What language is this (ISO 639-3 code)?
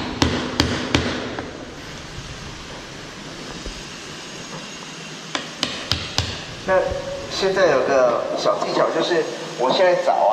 zho